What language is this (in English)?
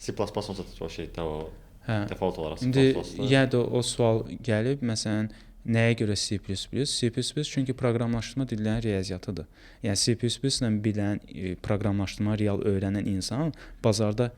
Azerbaijani